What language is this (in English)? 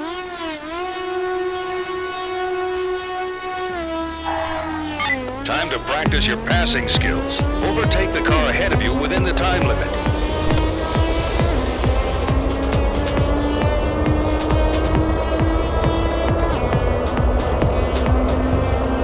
English